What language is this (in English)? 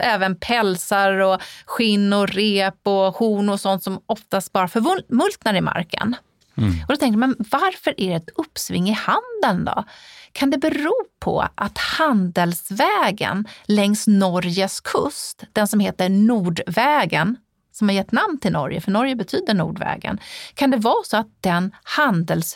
Swedish